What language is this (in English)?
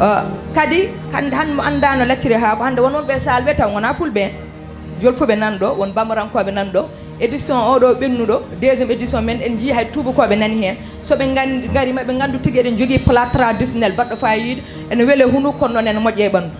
Fula